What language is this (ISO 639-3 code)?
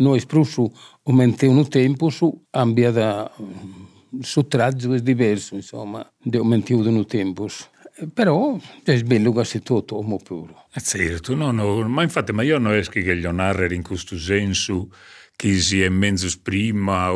srd